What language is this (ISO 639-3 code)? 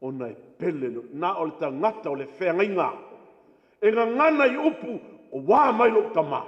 smo